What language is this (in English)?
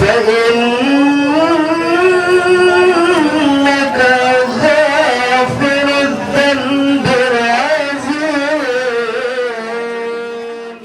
Betawi